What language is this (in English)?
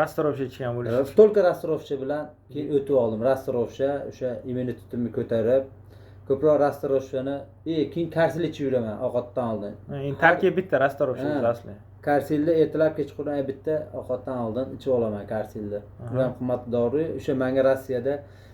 Uzbek